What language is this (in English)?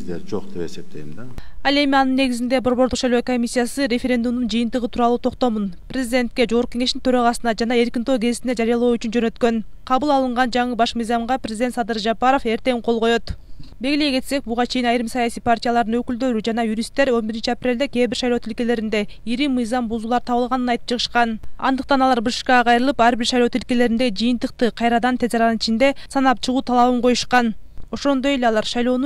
Kyrgyz